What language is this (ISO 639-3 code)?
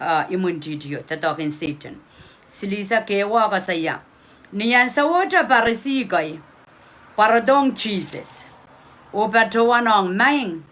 pon